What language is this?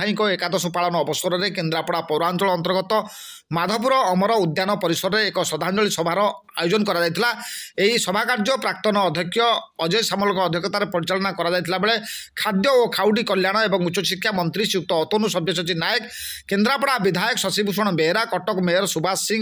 Odia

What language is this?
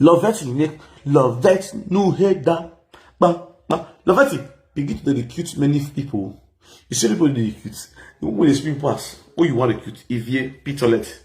Nigerian Pidgin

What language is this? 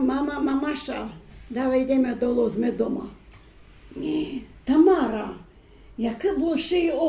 Rusyn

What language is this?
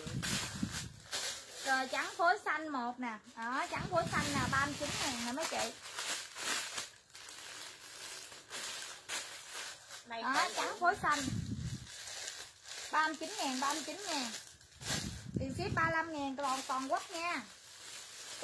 Vietnamese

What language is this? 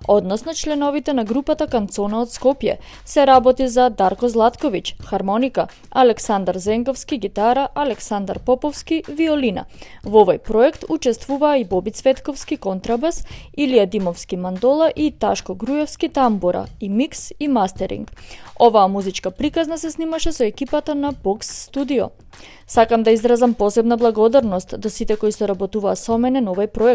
Macedonian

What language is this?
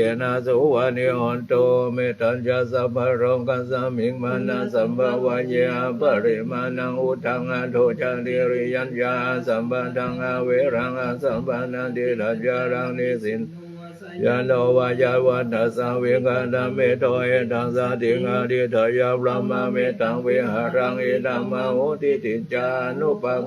Pali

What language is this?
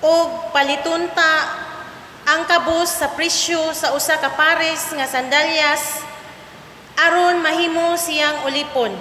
Cebuano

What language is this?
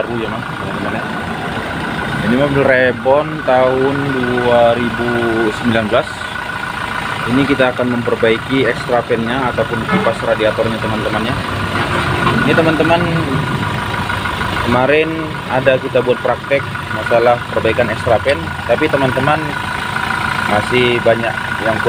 Indonesian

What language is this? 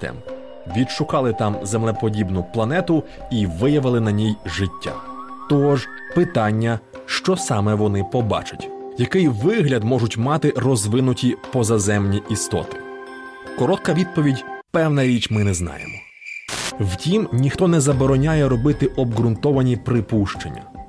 Ukrainian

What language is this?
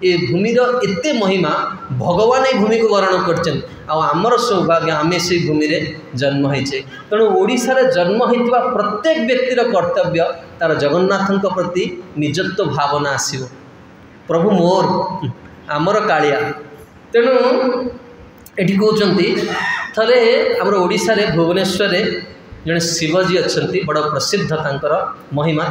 Odia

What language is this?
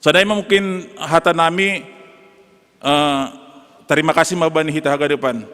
Batak Simalungun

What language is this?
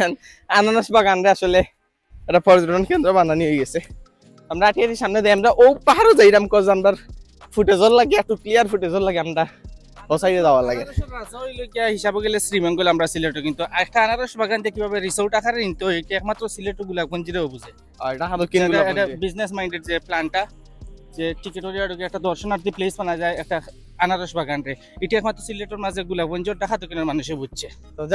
Sylheti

